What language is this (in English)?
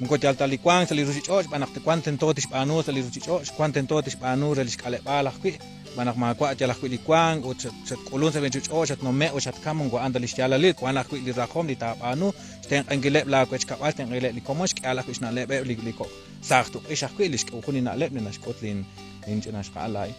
Kekchí